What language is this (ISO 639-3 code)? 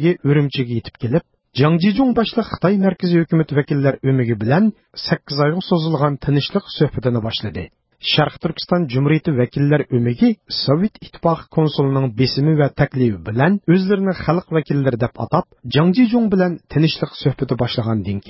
uig